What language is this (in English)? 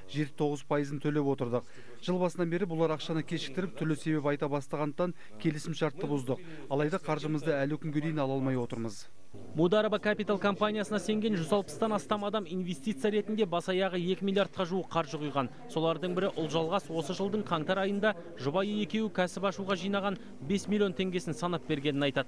Kazakh